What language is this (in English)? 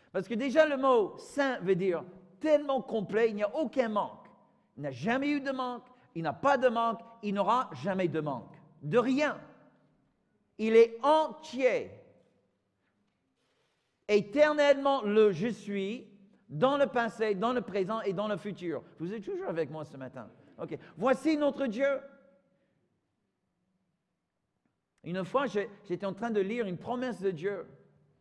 French